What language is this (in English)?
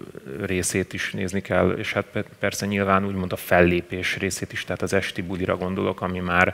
Hungarian